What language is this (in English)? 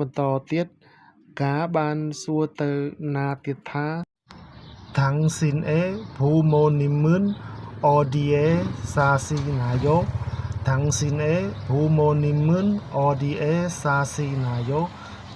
Khmer